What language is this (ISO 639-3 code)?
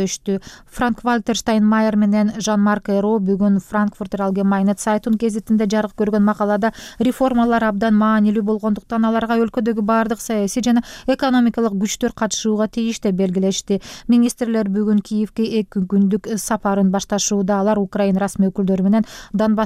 kir